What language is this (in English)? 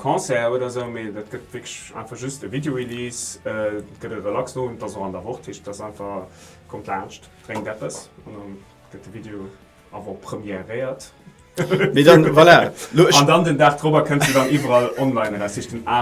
Luxembourgish